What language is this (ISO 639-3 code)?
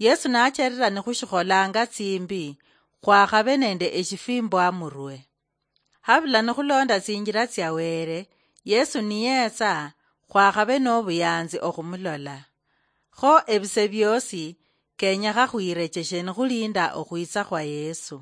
luy